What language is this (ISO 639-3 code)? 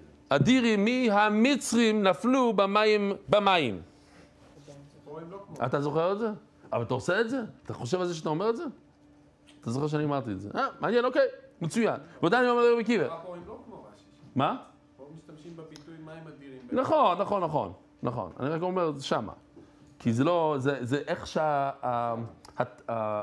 heb